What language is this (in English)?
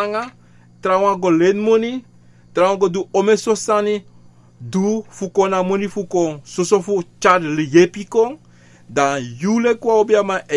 Sranan Tongo